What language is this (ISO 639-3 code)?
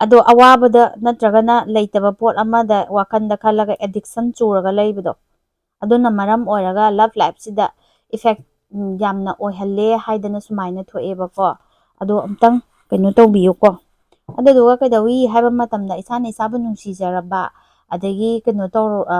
mni